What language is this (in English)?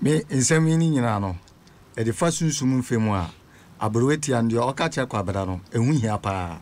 Akan